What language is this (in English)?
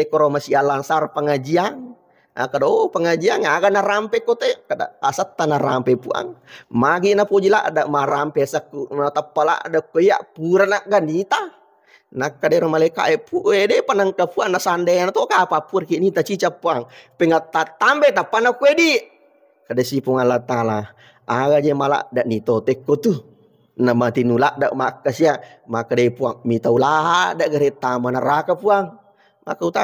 Buginese